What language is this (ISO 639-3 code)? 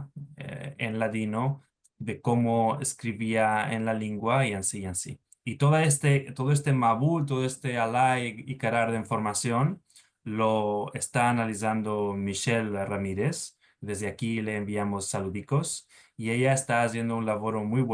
lad